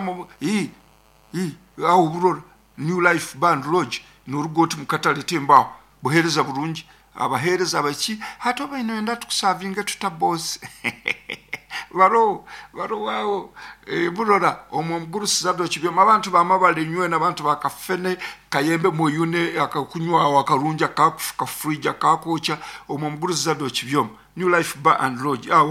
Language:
Nyoro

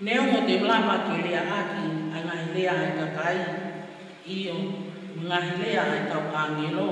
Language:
Tongan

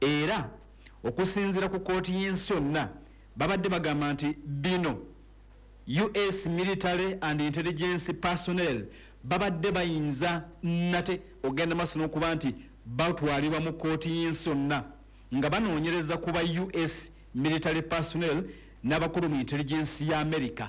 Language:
Ganda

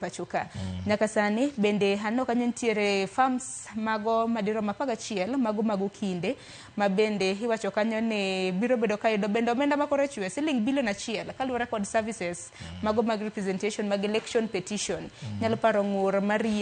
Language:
Luo (Kenya and Tanzania)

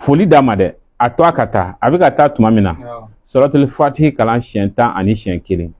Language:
Bambara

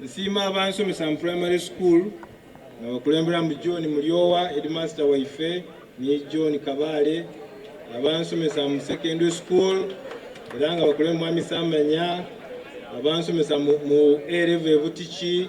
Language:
Soga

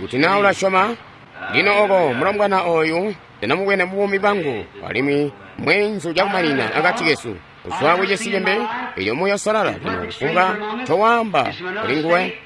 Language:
Tonga (Zambia)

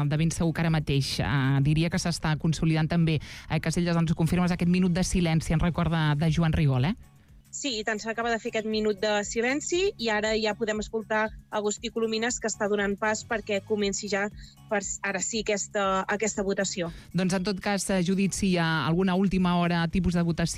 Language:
Catalan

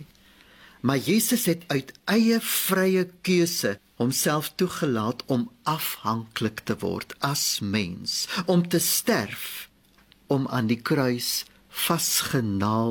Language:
Afrikaans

